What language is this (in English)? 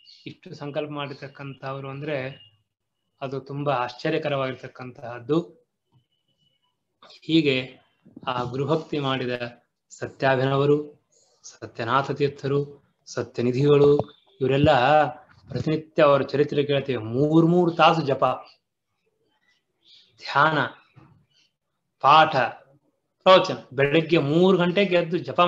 Kannada